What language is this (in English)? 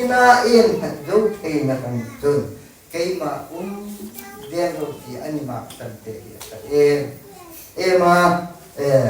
Hmar